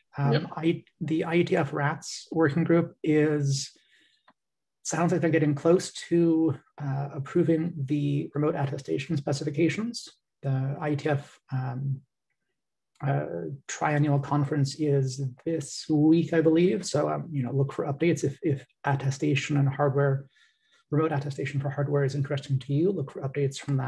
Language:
English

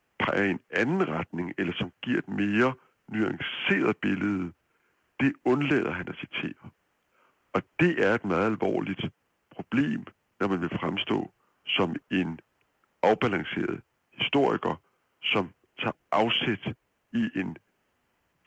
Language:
Danish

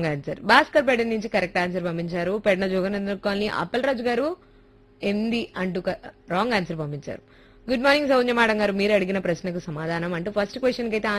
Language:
Telugu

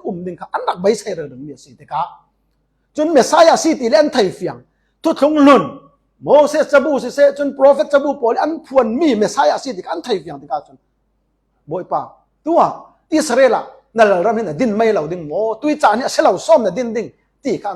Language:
Falam Chin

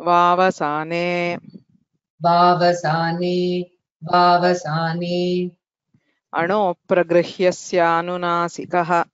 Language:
Sanskrit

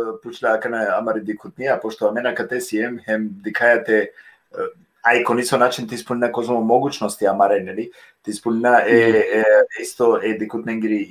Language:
Balkan Romani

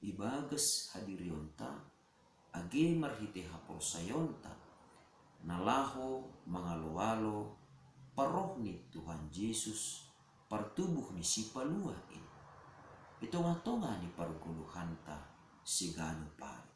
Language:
Batak Simalungun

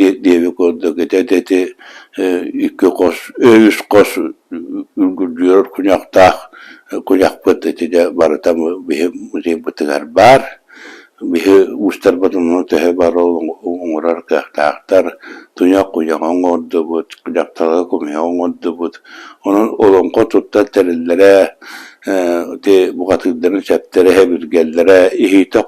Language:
Yakut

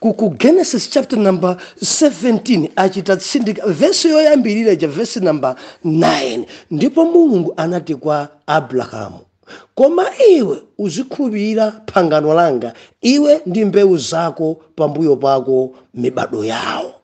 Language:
Nyanja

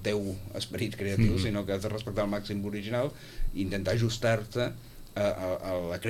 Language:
Catalan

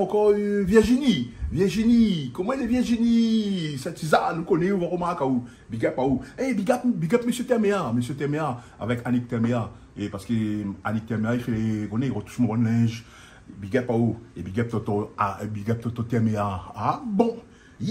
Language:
Réunion Creole French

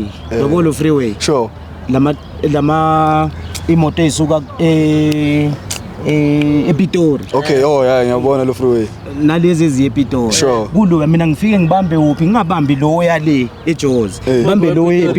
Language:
Zulu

